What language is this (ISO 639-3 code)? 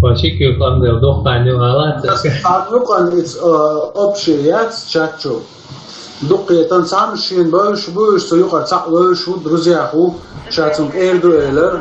che